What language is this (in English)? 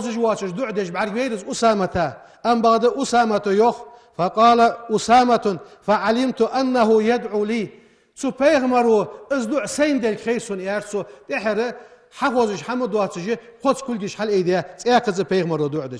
Ingush